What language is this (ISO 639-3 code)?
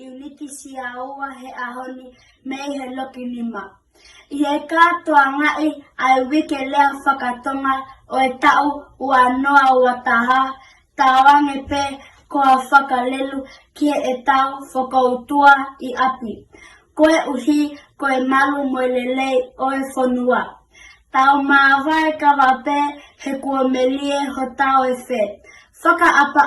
ton